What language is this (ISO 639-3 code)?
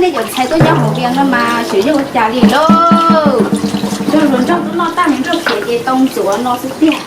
hmn